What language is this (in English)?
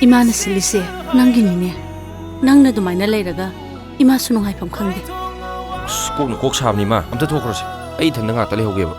Manipuri